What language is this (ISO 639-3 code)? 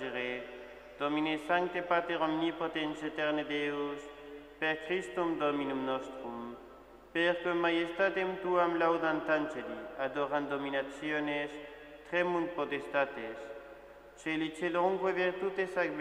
lat